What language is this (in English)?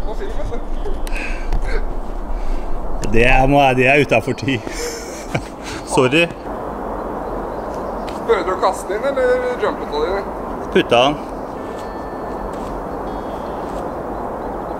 Norwegian